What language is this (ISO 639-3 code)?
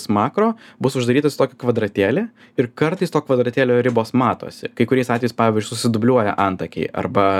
lit